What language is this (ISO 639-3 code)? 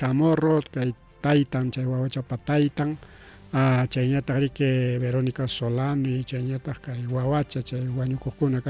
quy